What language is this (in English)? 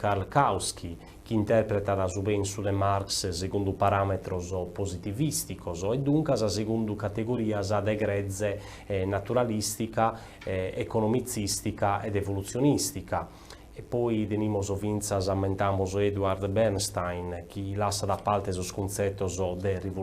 Sardinian